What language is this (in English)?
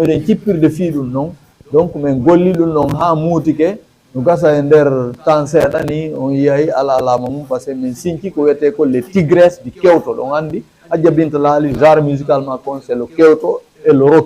Fula